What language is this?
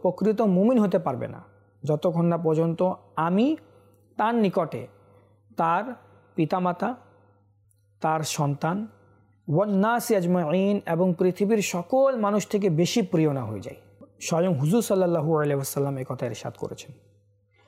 Bangla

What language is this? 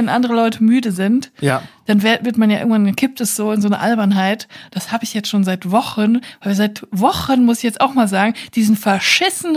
German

